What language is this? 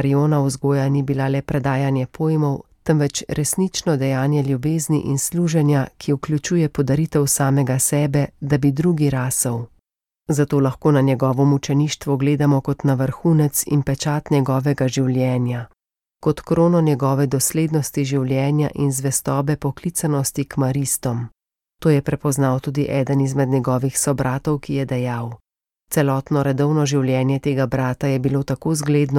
Slovenian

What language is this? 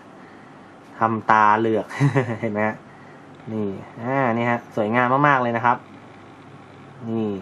Thai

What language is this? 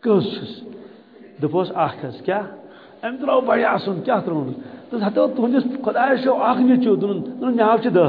Kashmiri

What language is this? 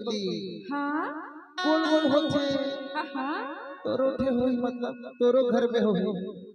Chhattisgarhi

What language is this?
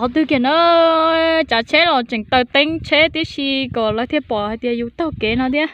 Hmong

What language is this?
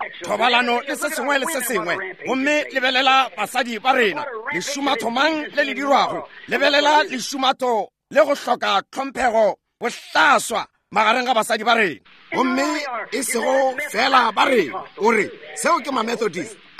Northern Sotho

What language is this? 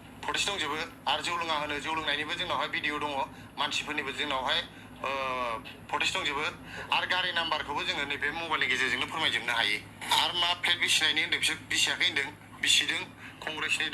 Bodo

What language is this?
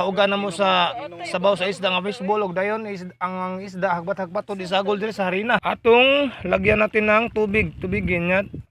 Cebuano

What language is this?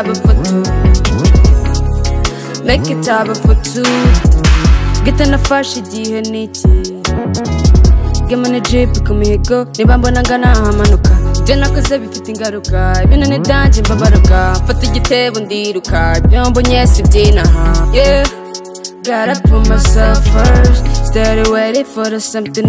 Kinyarwanda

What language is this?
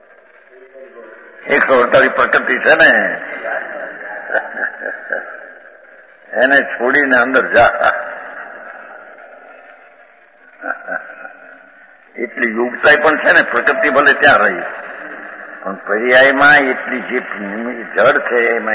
Gujarati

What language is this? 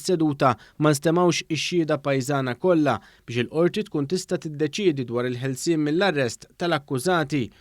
Maltese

